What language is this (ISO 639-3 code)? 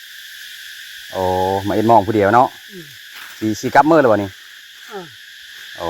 lao